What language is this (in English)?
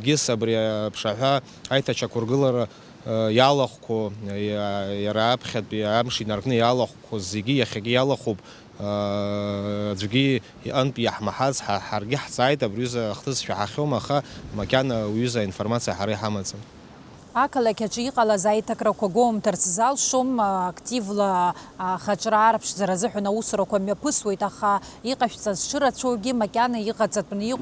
Abkhazian